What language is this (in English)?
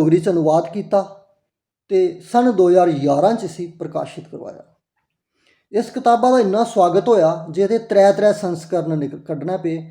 Dogri